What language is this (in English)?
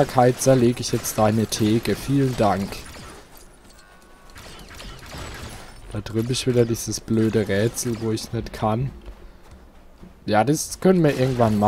German